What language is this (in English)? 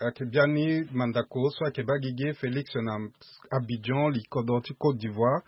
Sango